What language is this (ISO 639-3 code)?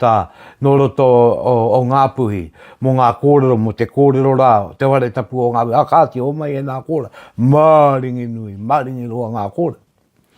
mri